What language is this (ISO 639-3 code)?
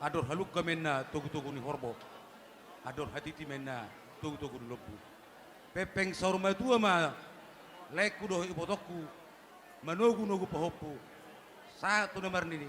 bbc